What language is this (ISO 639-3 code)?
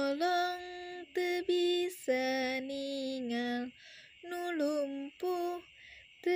sun